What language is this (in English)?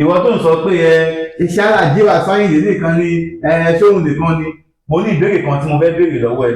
Yoruba